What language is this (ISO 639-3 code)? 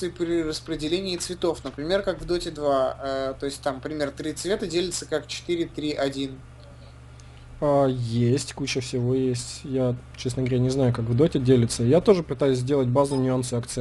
rus